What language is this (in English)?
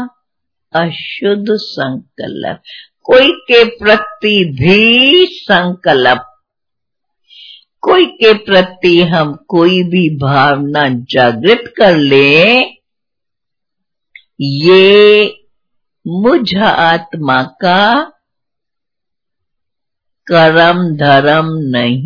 Hindi